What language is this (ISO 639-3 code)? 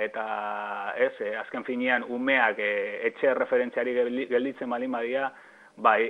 eus